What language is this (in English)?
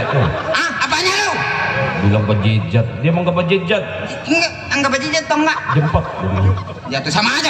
Betawi